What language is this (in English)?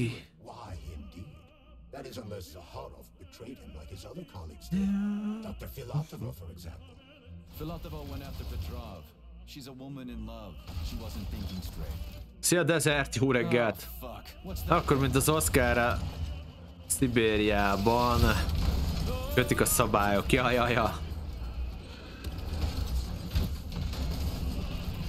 Hungarian